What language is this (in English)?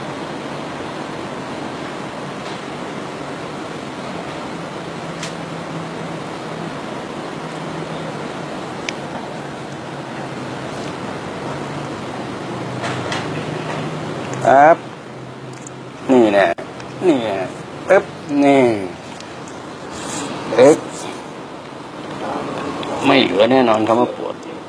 Thai